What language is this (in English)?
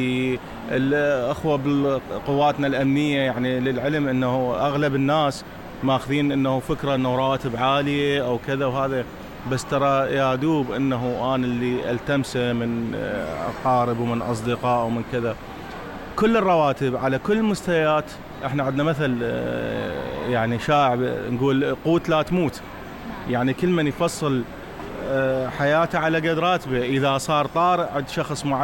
Mesopotamian Arabic